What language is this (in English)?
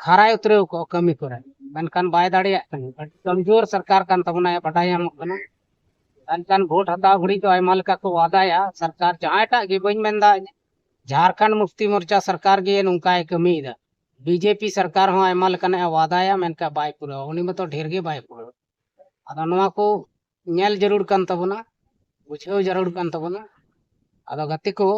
Santali